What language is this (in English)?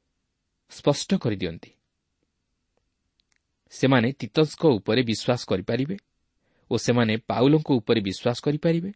Odia